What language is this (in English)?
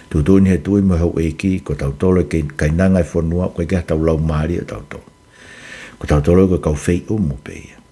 Tongan